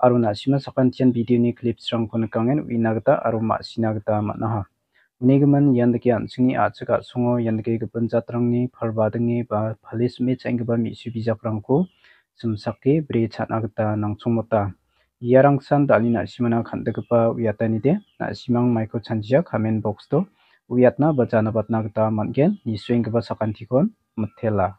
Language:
Garo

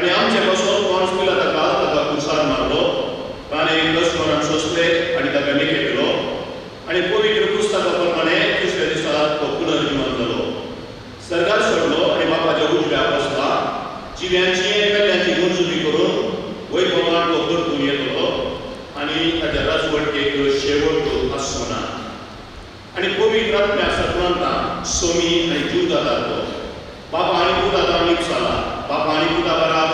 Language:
Konkani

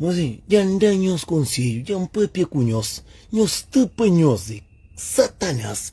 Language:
Kabuverdianu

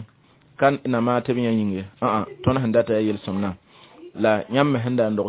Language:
Mossi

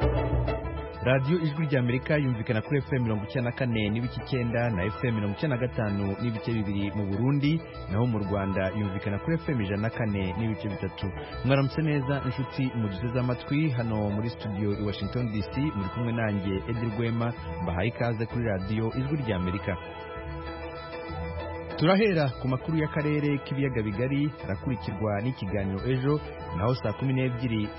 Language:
Kinyarwanda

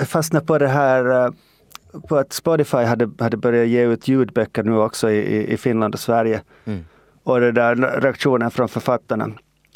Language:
Swedish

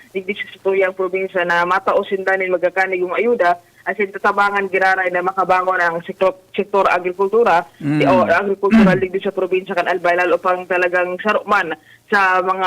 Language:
Bikol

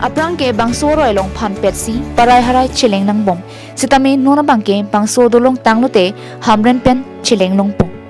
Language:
Karbi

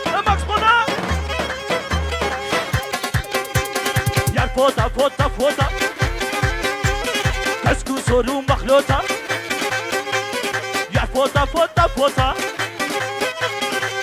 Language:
Kurdish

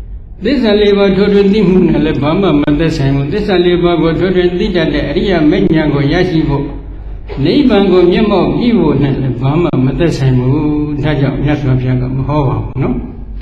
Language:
Burmese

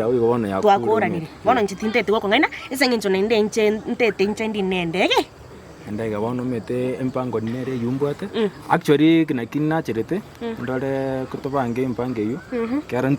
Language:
Gusii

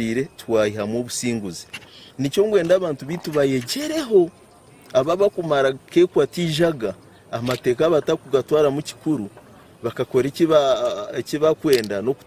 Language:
Nyankole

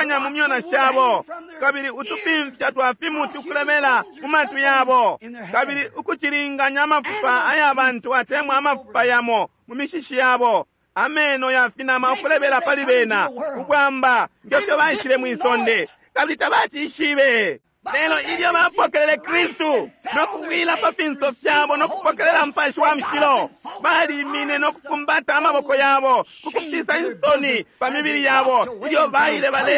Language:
Bemba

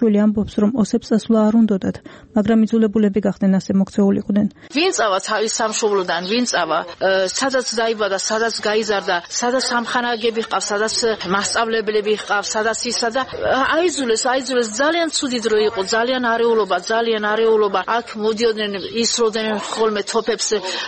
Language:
Georgian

